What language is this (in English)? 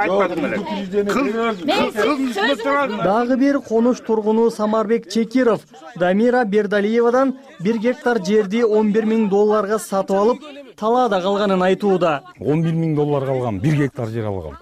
Kyrgyz